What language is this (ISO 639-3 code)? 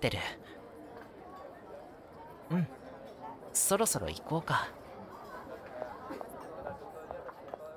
jpn